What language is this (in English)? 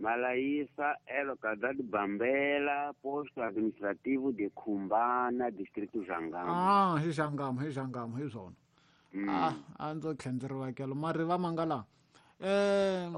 Tsonga